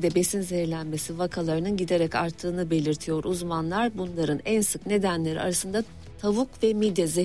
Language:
Turkish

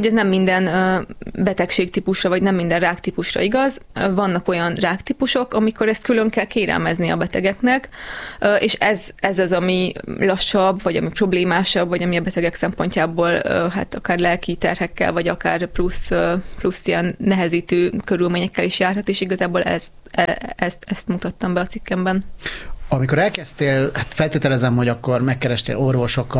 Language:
Hungarian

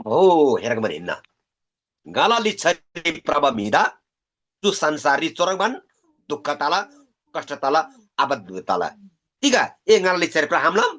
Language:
Eastern Tamang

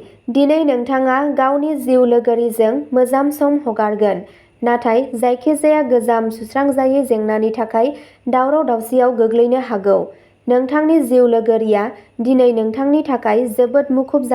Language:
Bodo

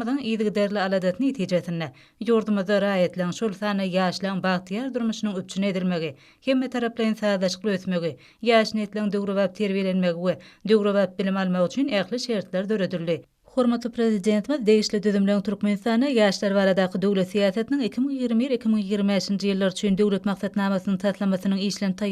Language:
Turkmen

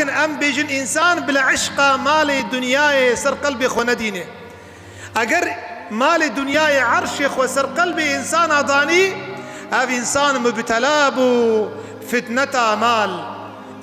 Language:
Kurdish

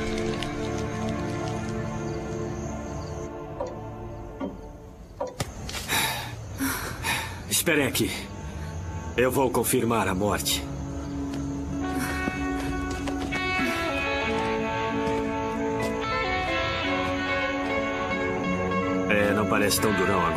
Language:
Portuguese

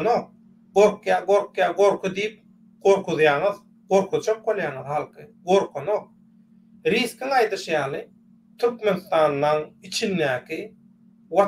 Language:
Turkmen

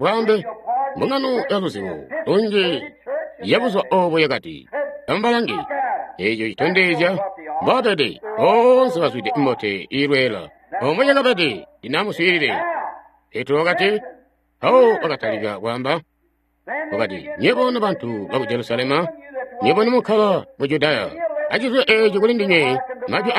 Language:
Tonga (Zambia)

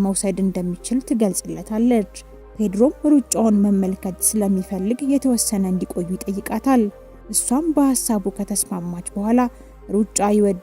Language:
Amharic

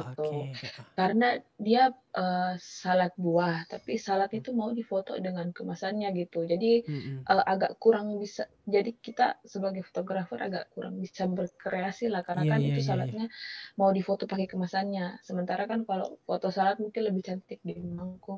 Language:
Indonesian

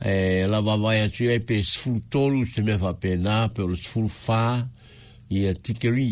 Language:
Samoan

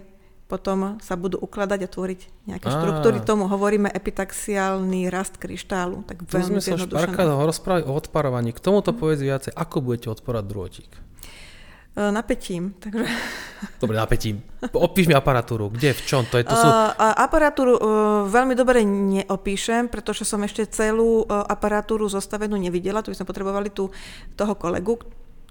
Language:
Slovak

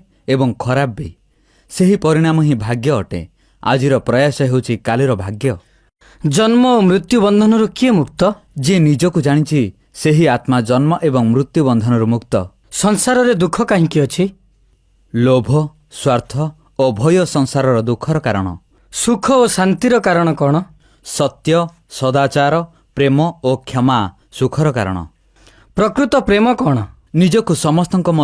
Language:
Odia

